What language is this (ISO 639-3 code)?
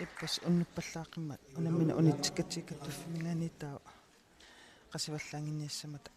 kal